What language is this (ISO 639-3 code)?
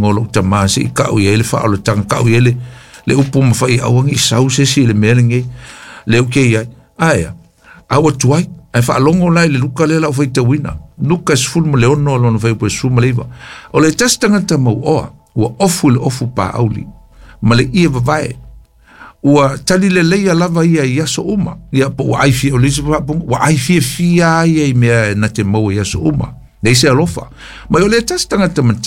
smo